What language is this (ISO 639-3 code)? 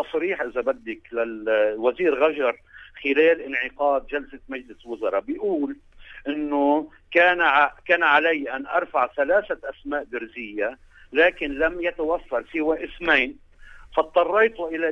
apc